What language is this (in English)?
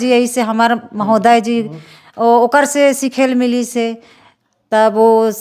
Chhattisgarhi